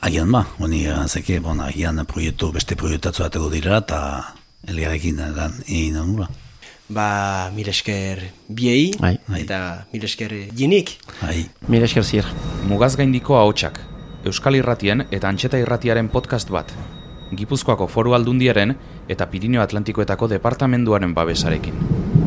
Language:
Basque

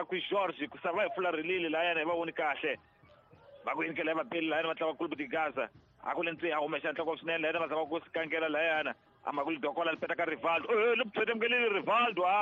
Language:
Tsonga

